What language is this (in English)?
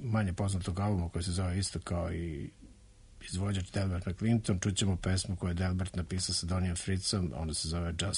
Serbian